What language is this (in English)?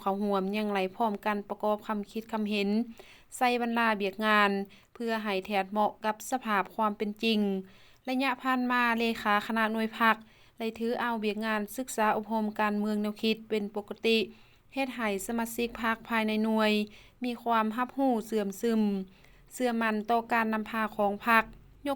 Lao